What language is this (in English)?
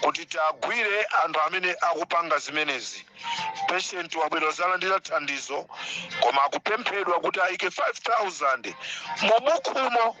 Nyanja